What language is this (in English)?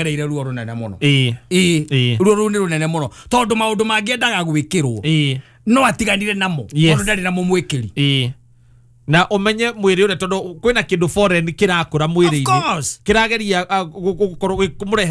Kikuyu